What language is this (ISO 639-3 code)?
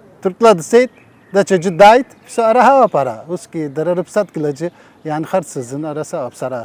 abk